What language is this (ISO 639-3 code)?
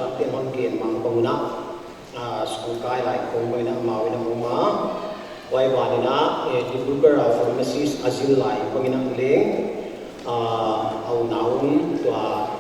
pck